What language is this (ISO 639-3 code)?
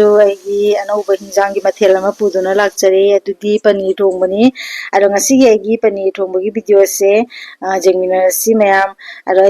mni